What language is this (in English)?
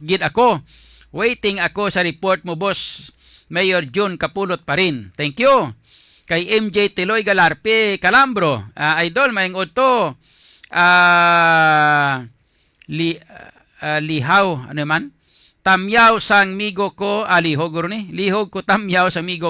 Hiligaynon